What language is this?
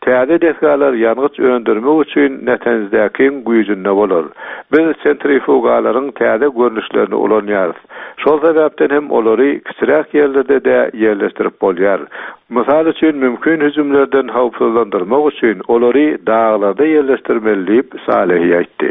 Turkmen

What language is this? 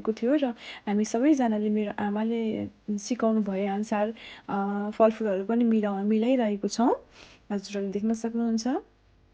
Nepali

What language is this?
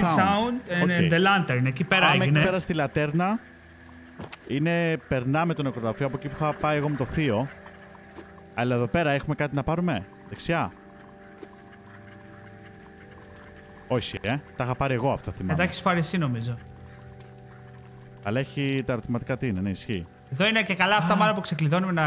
Greek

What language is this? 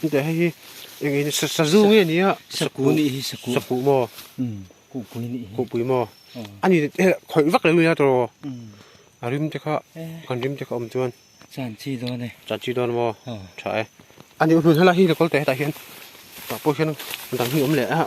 Mizo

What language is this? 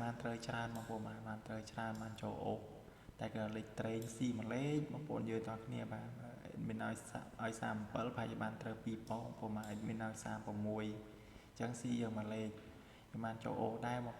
Khmer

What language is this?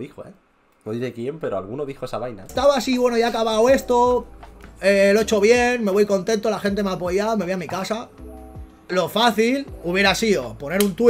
Spanish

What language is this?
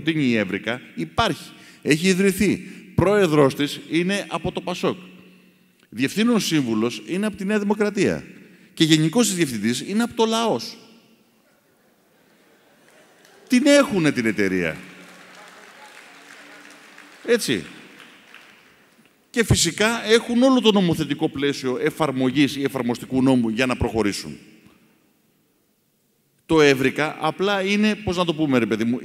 Greek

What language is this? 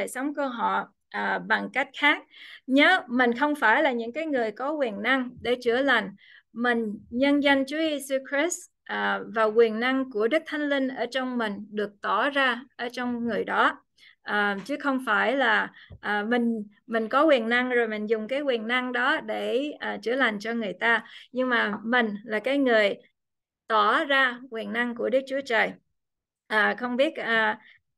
Vietnamese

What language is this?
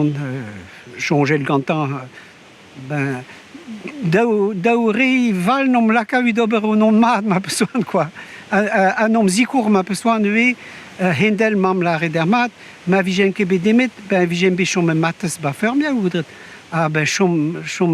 Breton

